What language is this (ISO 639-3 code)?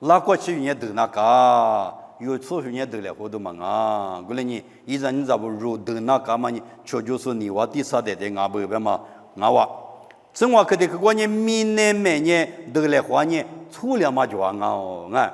lis